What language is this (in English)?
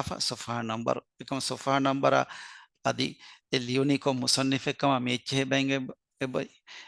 Divehi